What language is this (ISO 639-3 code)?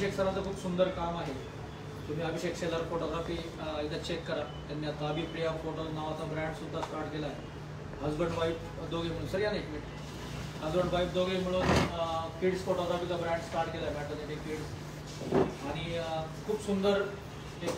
mar